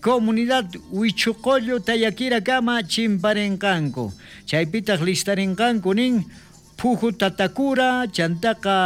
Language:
South Bolivian Quechua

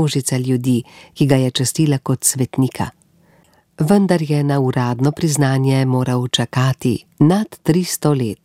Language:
Slovenian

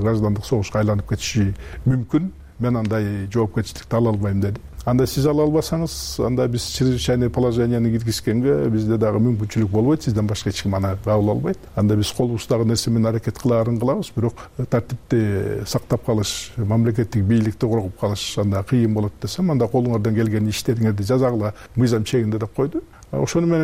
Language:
Kyrgyz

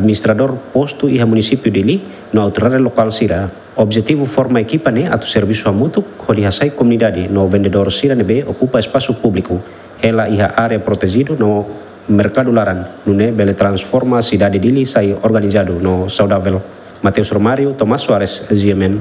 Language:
Tetum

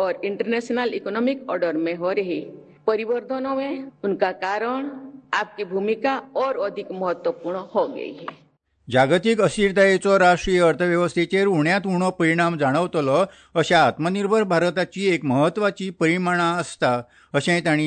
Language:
Konkani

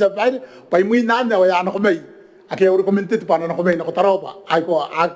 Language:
Gilbertese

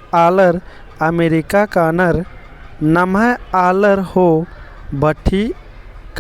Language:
Kurukh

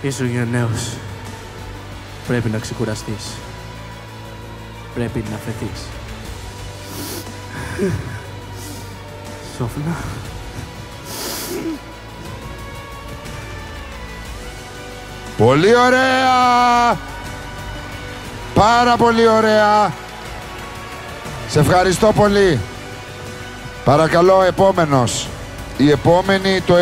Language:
Greek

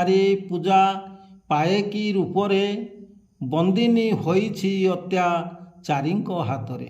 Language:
Odia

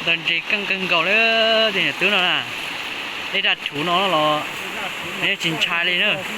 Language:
Hmong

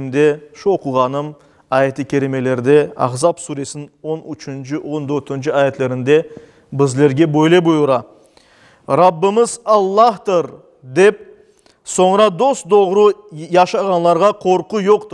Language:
Crimean Tatar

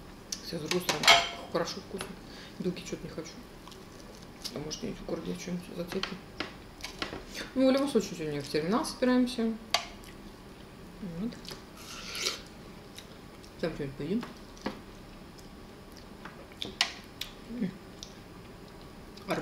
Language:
Russian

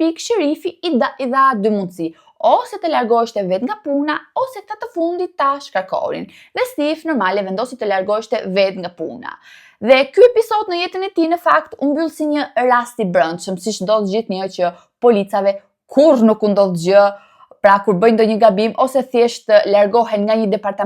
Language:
Albanian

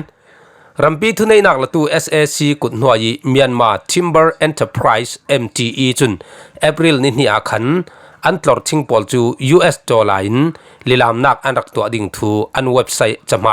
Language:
Falam Chin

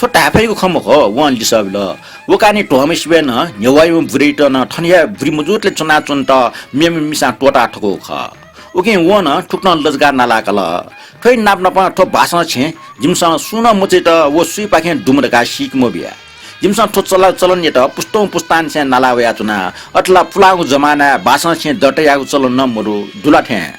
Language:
Newari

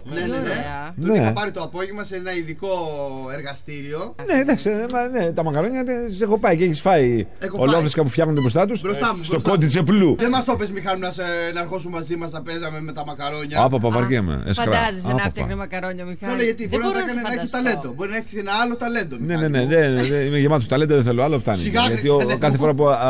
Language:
Greek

